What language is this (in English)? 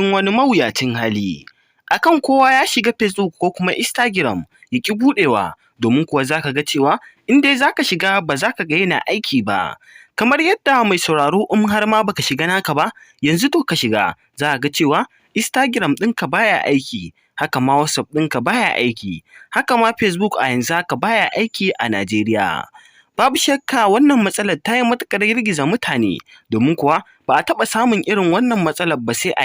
Hausa